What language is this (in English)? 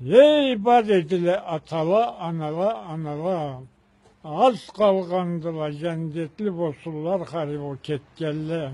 Karachay-Balkar